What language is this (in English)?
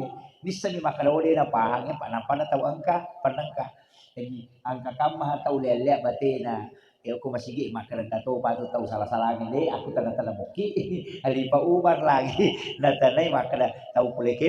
Buginese